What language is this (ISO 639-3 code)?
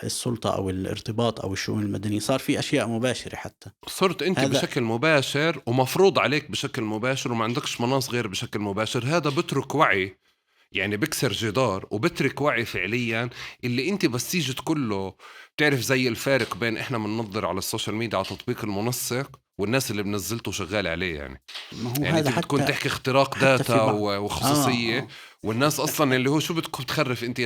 apc